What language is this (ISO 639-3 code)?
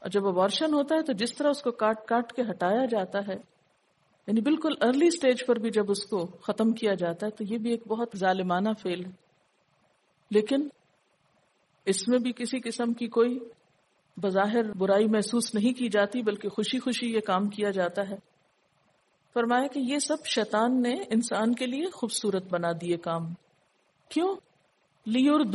urd